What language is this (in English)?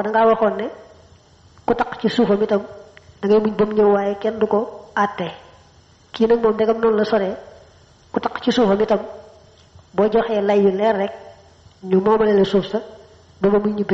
Wolof